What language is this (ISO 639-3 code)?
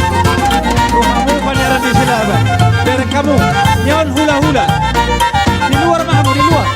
bbc